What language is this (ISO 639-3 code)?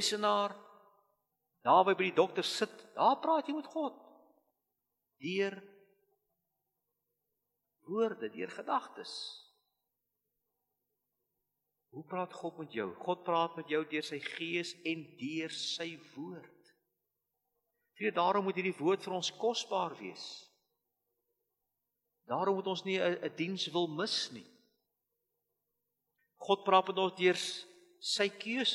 afr